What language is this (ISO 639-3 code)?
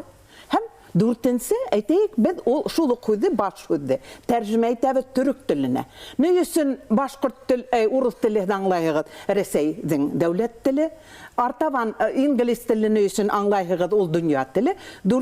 bak